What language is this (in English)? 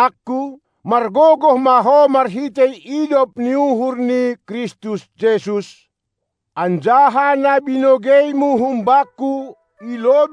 Batak Simalungun